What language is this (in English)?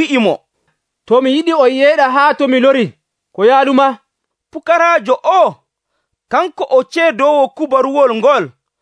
Nigerian Fulfulde